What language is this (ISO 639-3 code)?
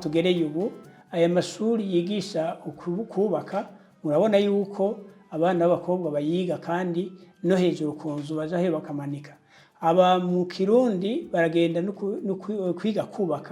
run